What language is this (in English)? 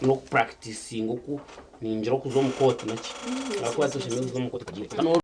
Nyankole